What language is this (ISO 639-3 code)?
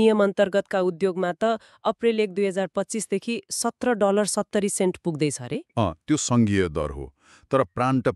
nep